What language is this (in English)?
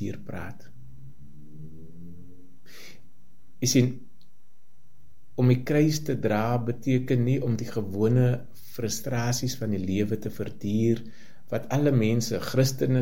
Afrikaans